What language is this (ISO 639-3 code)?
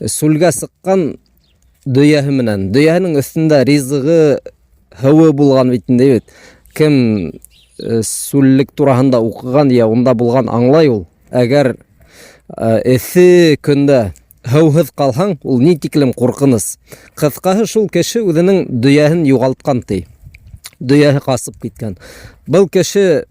bak